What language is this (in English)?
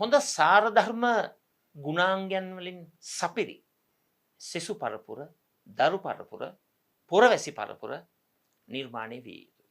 Sinhala